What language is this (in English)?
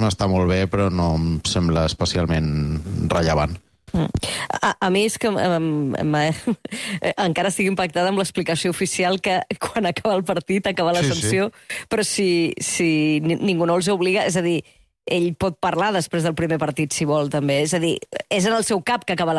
Catalan